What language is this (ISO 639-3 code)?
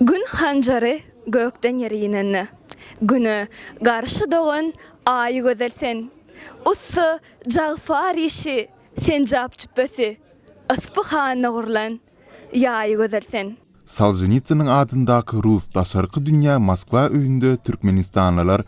tuk